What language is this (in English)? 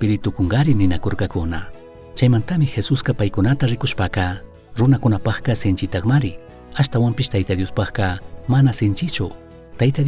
Chimborazo Highland Quichua